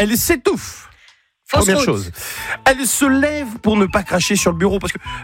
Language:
French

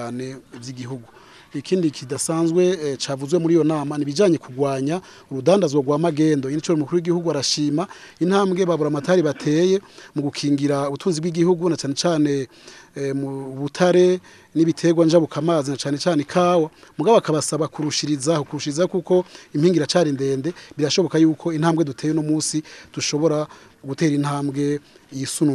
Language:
Rundi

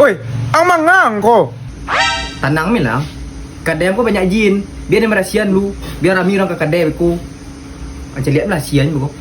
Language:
Minangkabau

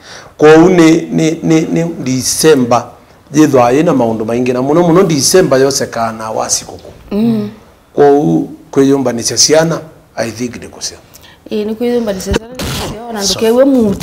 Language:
Kamba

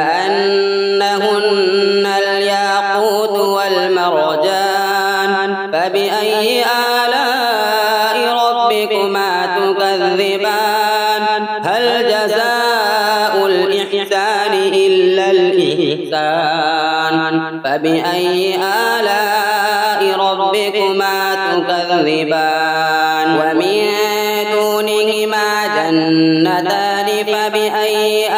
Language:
Arabic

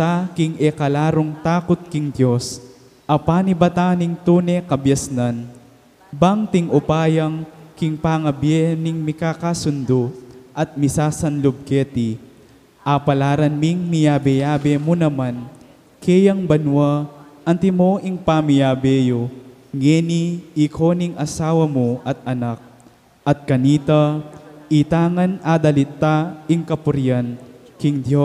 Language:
Pampanga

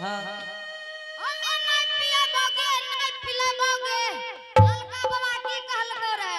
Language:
Angika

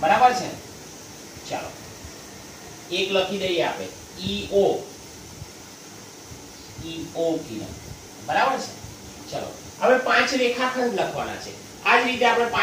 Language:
Gujarati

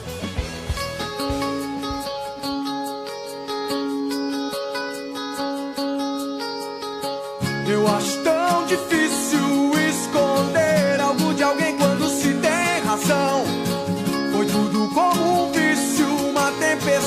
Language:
Portuguese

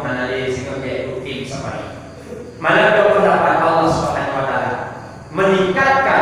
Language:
Achinese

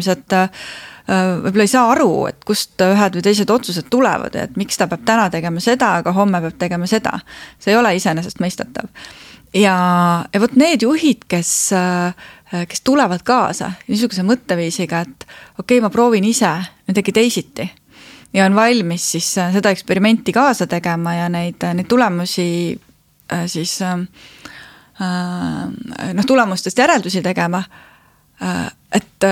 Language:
Estonian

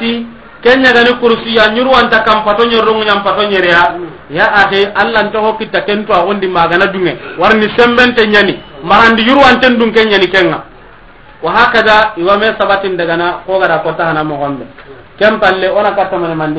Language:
Soninke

